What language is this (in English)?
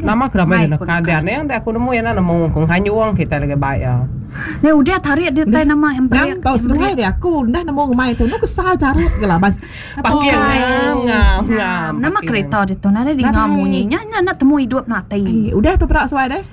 Iban